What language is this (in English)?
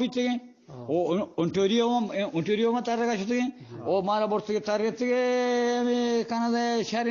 Eastern Balochi